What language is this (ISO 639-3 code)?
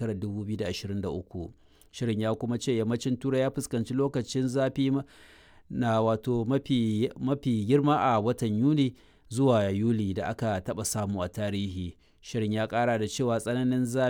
hau